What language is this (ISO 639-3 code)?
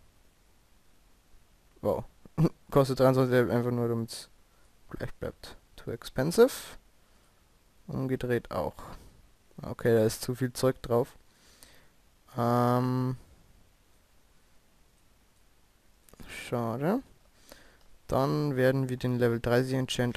deu